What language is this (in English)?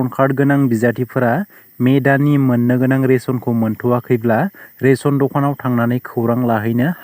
Bodo